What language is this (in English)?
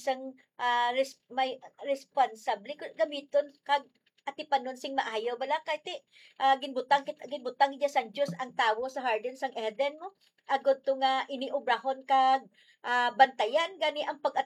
Hiligaynon